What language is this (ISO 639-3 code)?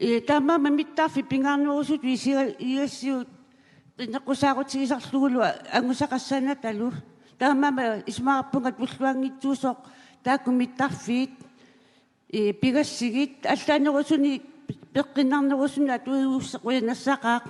kal